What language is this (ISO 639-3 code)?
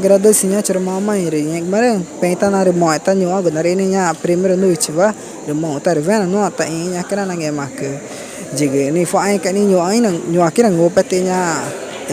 tca